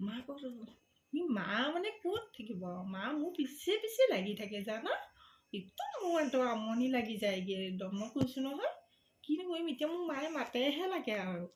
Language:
Assamese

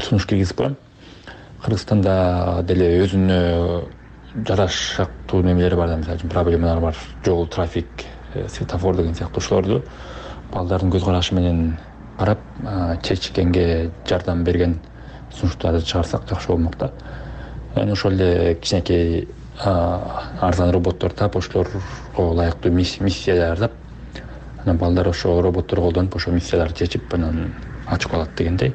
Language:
Kyrgyz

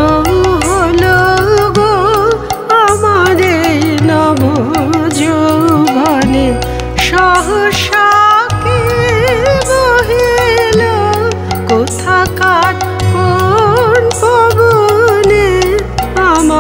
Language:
Bangla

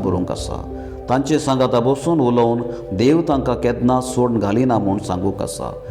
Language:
Konkani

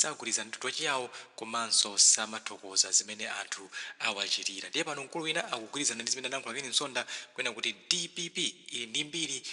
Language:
Nyanja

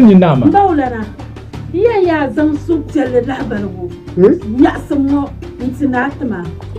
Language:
Dagbani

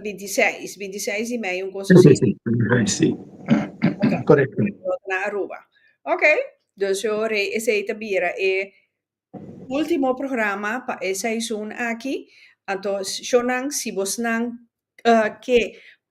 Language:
Papiamento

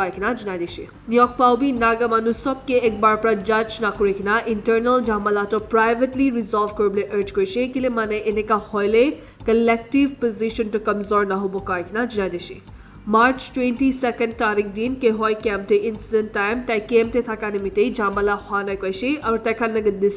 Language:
Naga Pidgin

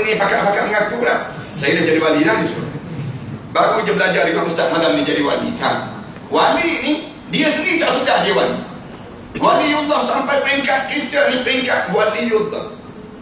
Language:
Malay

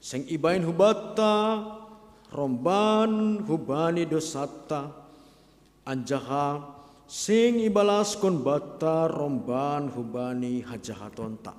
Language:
Batak Simalungun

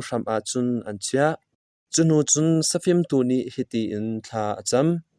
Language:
Hakha Chin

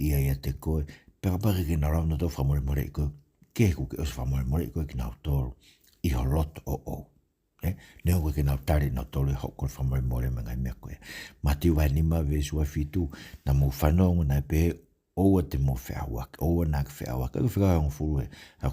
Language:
Tongan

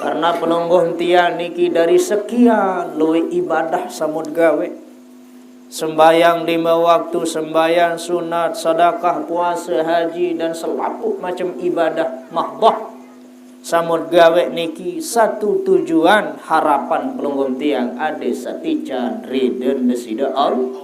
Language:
Sasak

